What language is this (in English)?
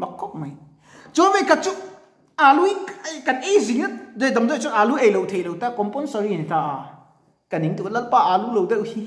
Mizo